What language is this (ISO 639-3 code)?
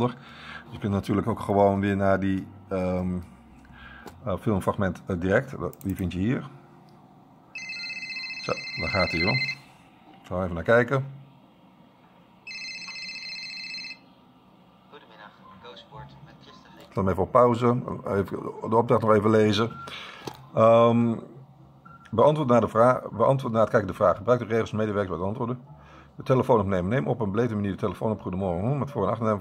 nld